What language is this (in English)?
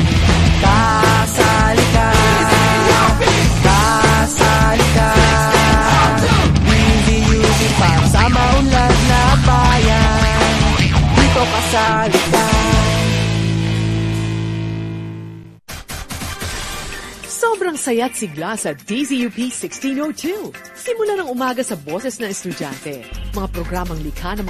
Filipino